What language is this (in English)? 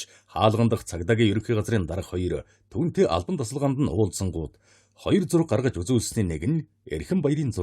Mongolian